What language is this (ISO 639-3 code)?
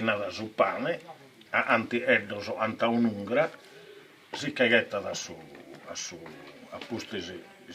srd